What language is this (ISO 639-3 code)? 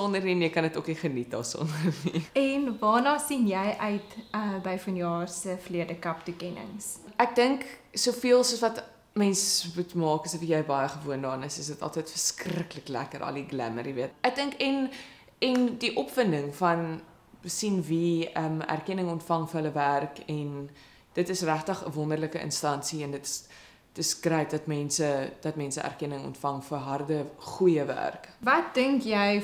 afr